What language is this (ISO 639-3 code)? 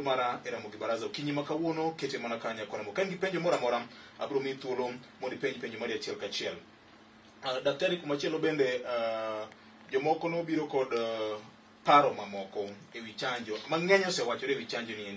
luo